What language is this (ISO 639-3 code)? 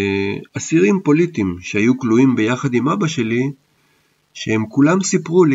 heb